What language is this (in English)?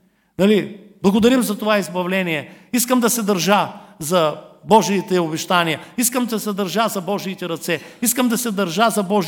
Bulgarian